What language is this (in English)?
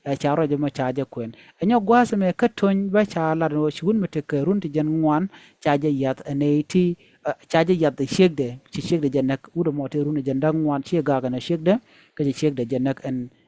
Nuer